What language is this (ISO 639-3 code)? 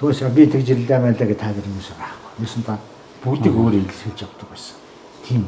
mon